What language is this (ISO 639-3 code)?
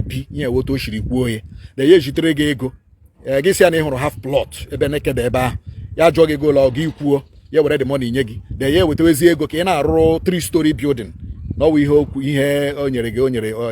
ibo